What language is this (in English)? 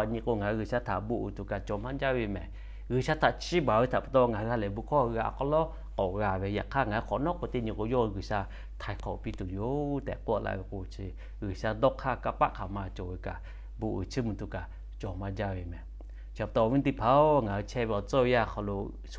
Lahu